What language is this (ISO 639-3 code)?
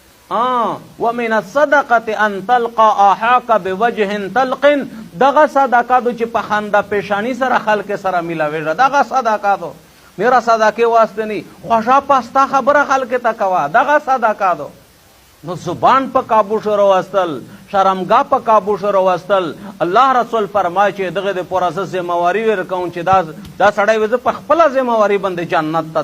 pus